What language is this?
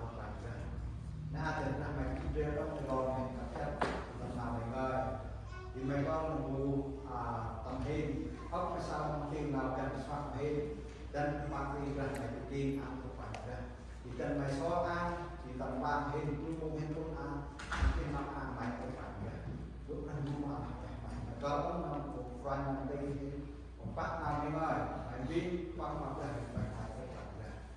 Central Mnong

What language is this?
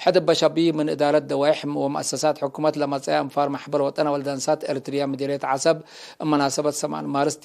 Tigre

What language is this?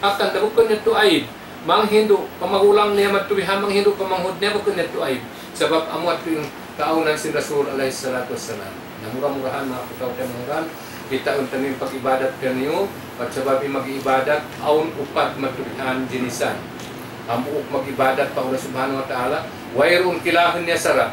Tausug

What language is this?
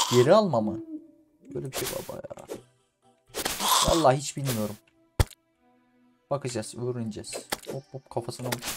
Turkish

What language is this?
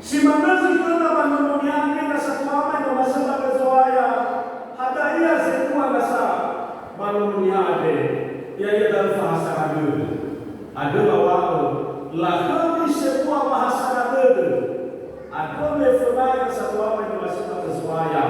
Nias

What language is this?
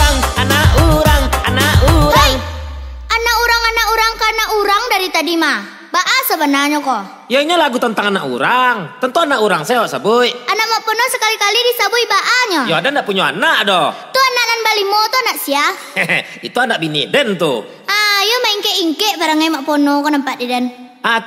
Minangkabau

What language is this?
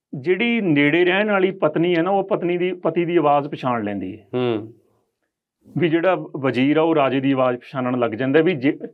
Punjabi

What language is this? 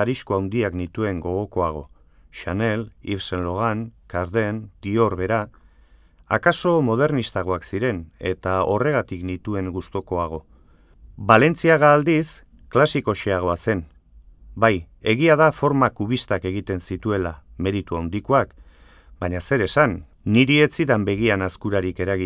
Basque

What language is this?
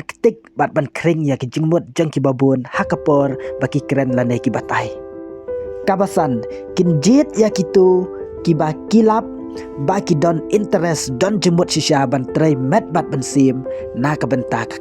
Khasi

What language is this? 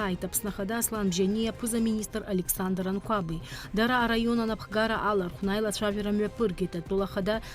Abkhazian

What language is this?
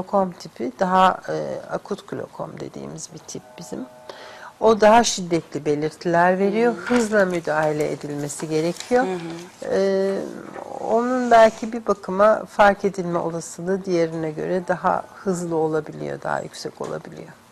Turkish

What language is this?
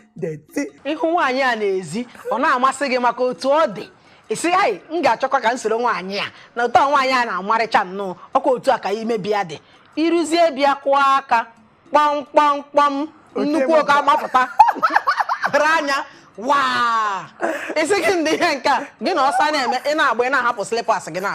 Igbo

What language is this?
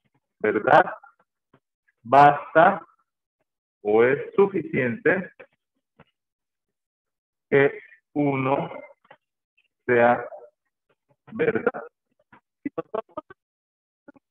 Spanish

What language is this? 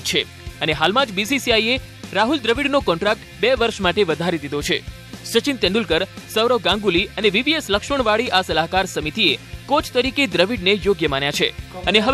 Gujarati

